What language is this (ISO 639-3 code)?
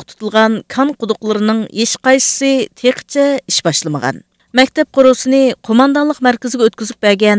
uig